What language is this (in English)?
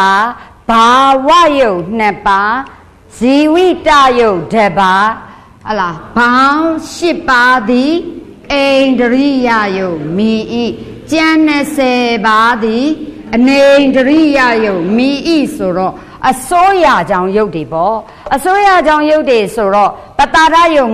Burmese